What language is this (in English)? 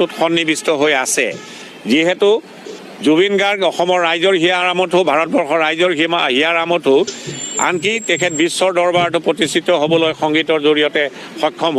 Assamese